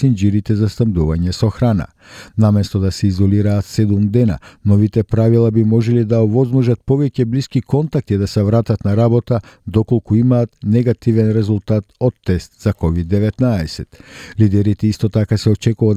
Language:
Macedonian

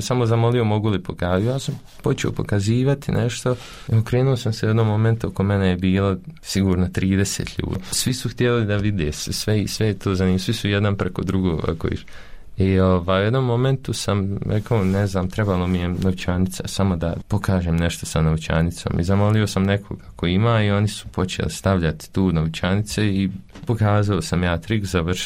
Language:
Bosnian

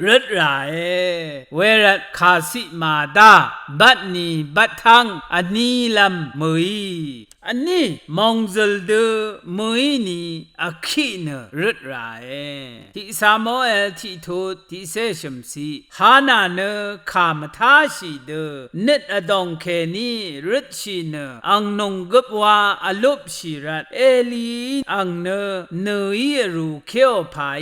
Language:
Rawang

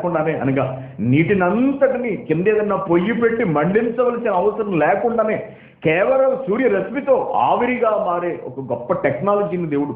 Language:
Telugu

